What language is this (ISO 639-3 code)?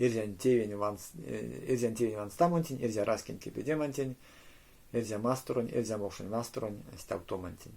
myv